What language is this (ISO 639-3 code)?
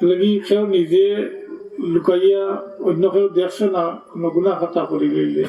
syl